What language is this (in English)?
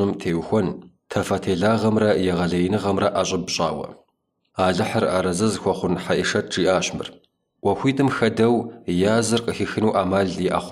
Kabardian